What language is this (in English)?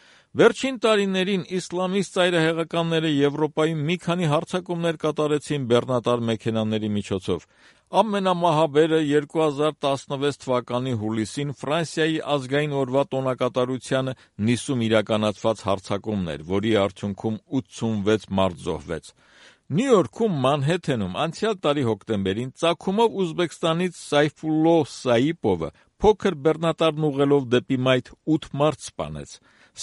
Armenian